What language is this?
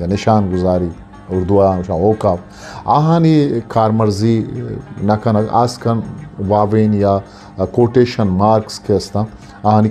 Eastern Balochi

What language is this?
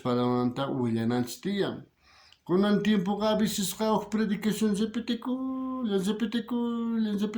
South Bolivian Quechua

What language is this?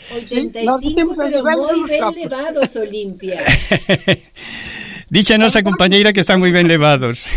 Galician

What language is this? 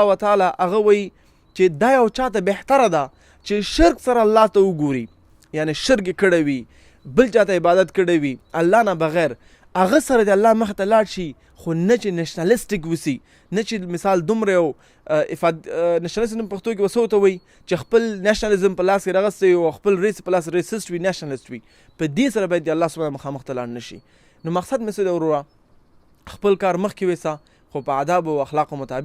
Pashto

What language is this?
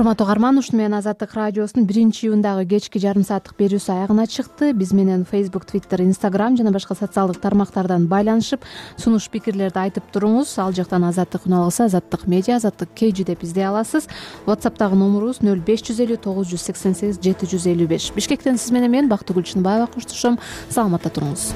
Kyrgyz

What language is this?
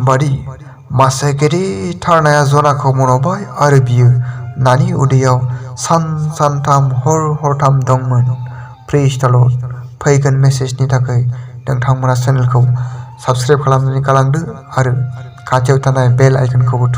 Bodo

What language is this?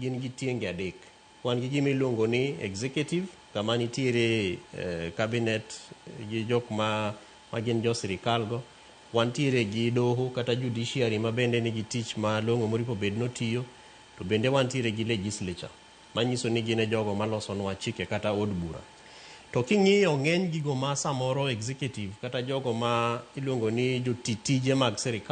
Luo (Kenya and Tanzania)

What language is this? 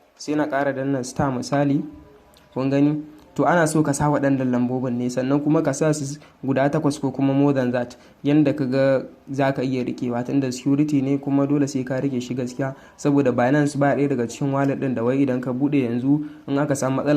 Hausa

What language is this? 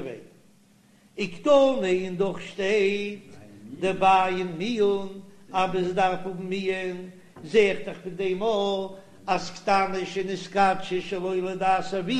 Yiddish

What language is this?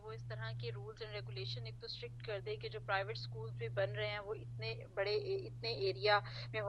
Urdu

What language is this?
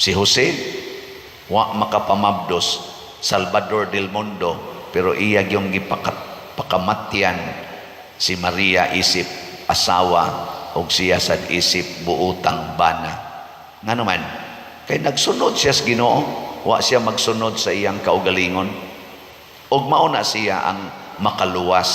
Cebuano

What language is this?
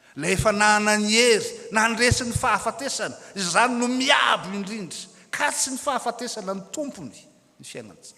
Malagasy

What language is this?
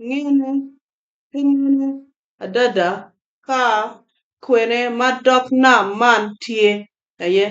Acoli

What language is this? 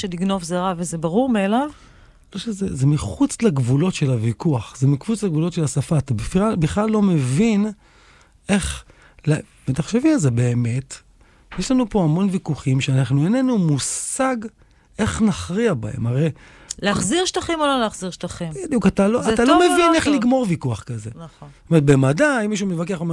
Hebrew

